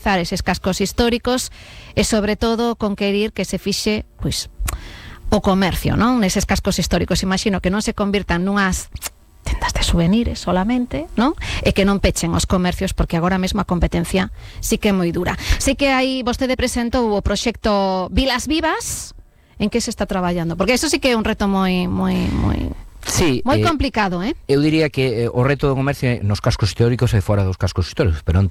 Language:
Galician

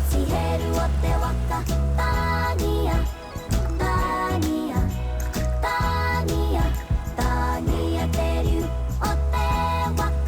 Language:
Māori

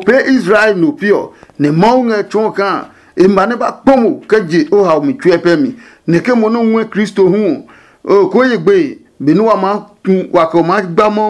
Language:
Adangme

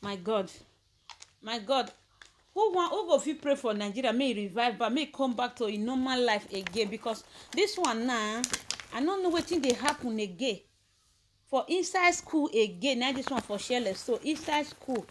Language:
Nigerian Pidgin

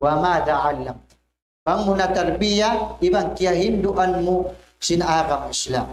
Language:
Tausug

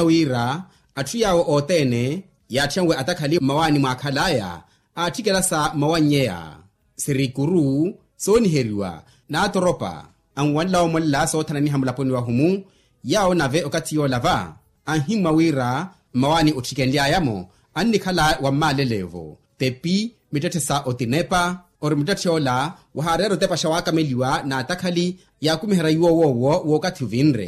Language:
Makhuwa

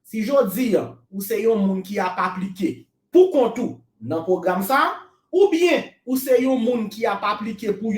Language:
Haitian Creole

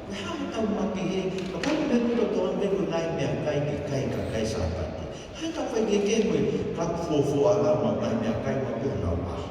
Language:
Tongan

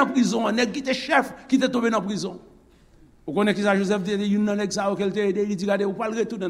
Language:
Haitian Creole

